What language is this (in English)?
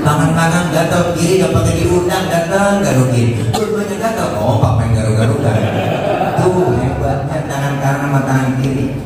Betawi